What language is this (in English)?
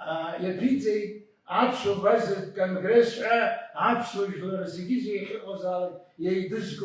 Abkhazian